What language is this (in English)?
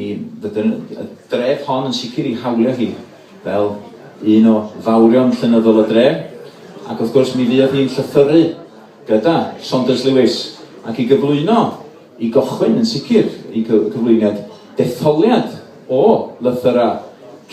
Welsh